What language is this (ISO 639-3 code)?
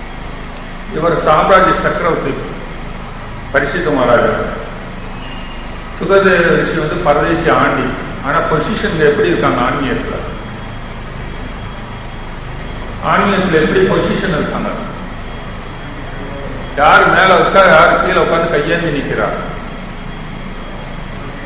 tam